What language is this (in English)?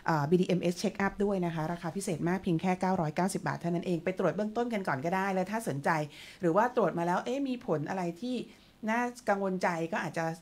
Thai